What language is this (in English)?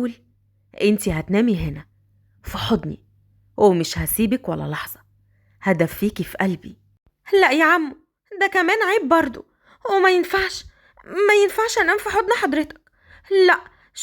Egyptian Arabic